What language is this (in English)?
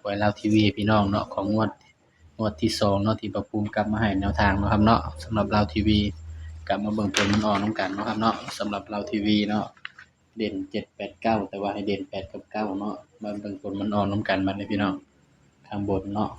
Northeastern Thai